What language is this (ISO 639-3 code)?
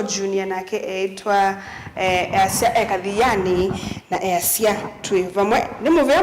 kam